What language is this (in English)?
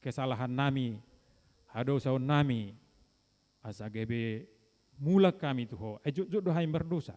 Batak Toba